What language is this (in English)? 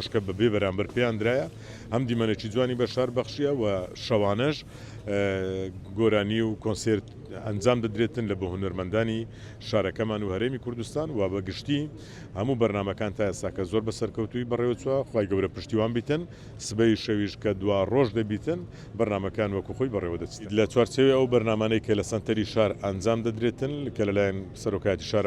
Central Kurdish